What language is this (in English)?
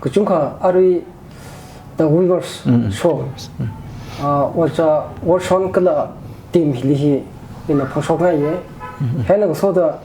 Tangkhul Naga (India)